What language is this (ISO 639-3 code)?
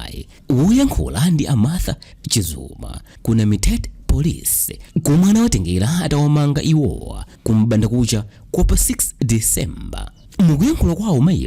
nya